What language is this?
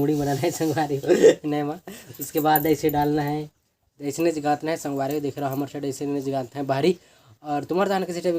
Chhattisgarhi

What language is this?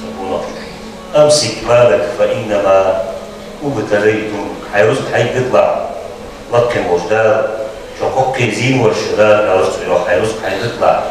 Ingush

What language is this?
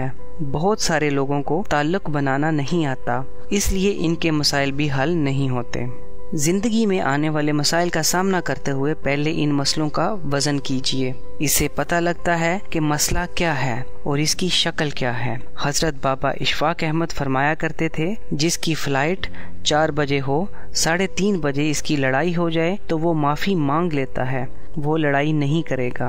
Urdu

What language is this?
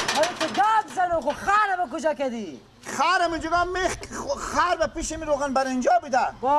Persian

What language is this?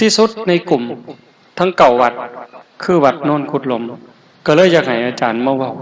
Northeastern Thai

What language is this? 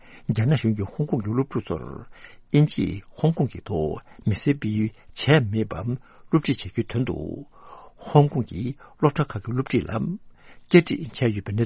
Tibetan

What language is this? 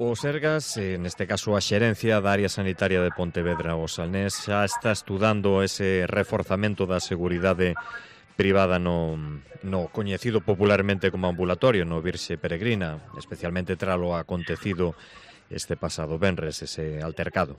Galician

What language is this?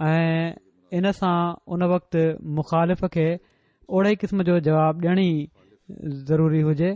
Sindhi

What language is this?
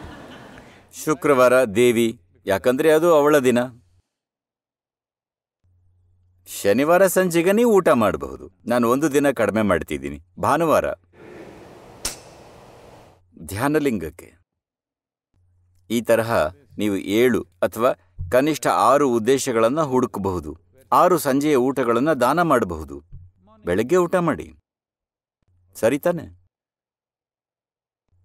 Kannada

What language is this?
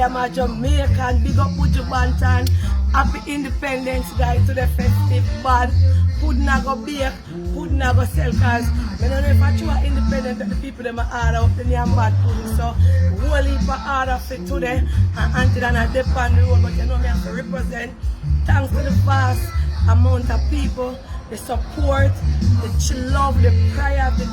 Jamaican Creole English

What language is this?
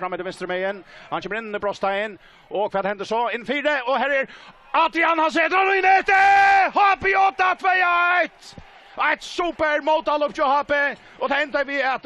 Faroese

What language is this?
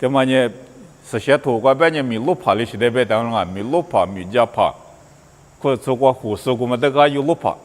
Lisu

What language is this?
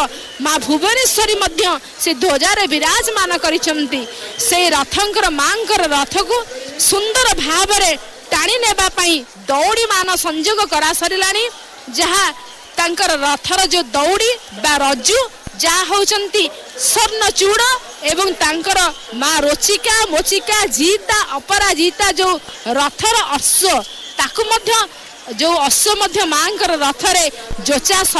Odia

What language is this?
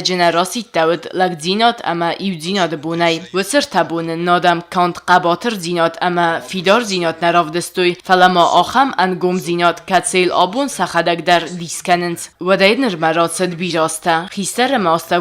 Ossetic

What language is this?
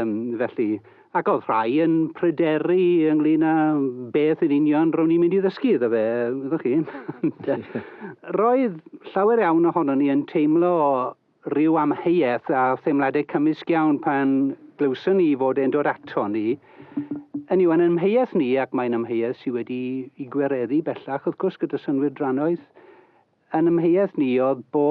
Welsh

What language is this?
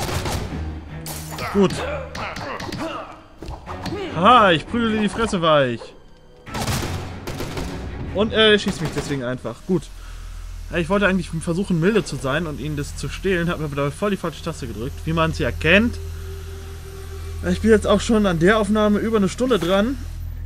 German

